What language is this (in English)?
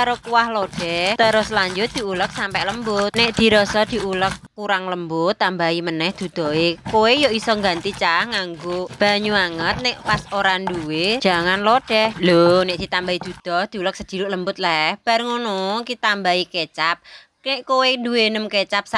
Javanese